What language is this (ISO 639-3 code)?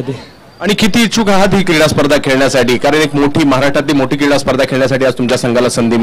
mar